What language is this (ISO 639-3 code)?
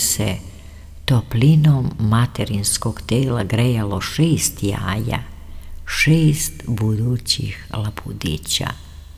srp